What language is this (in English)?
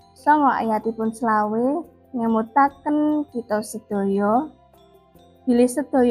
Javanese